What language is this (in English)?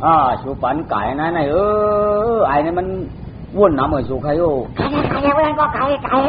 Shan